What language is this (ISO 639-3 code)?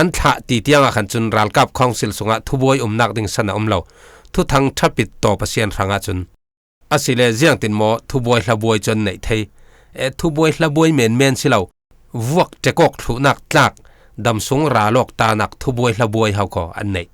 cfm